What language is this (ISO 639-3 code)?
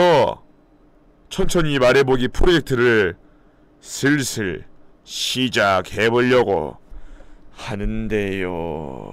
kor